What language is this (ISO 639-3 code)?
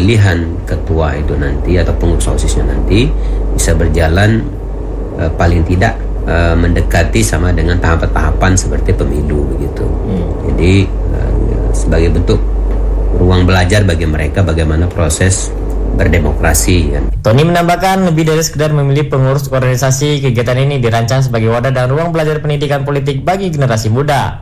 ind